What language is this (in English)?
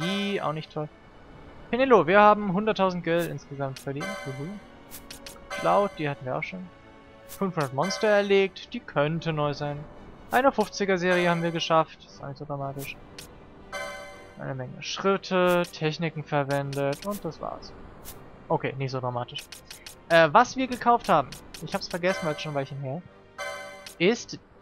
German